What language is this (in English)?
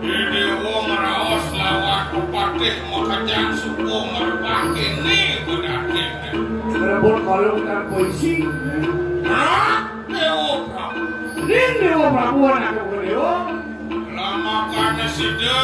Balinese